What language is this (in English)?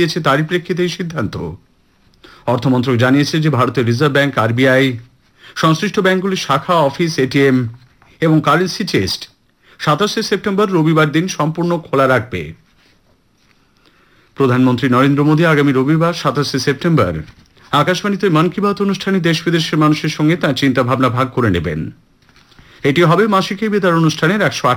Bangla